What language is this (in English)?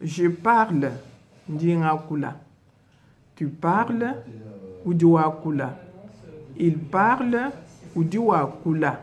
Luba-Lulua